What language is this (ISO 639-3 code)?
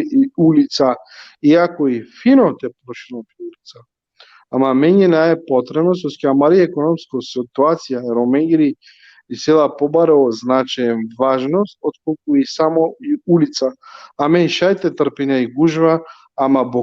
rmn